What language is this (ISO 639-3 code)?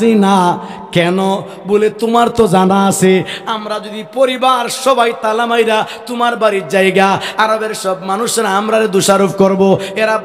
syl